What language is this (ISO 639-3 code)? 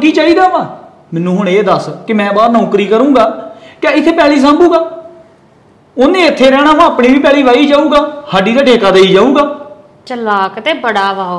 pan